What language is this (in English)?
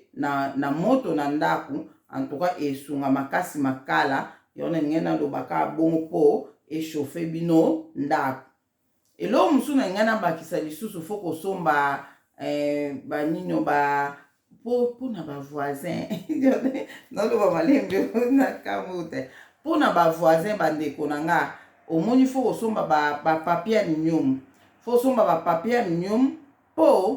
Lingala